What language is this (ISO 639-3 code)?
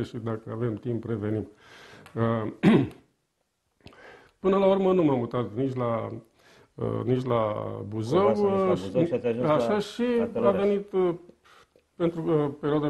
ron